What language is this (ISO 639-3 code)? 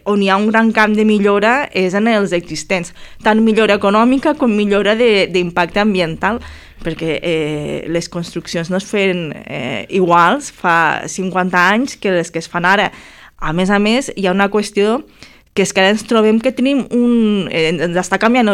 cat